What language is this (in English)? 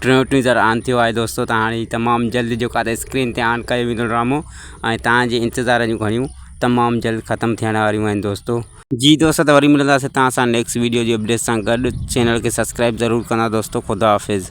Sindhi